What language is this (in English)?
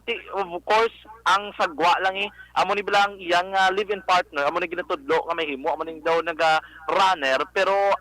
Hiligaynon